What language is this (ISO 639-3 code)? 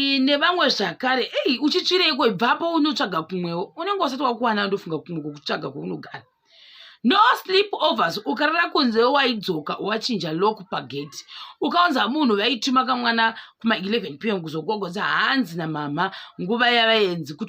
sna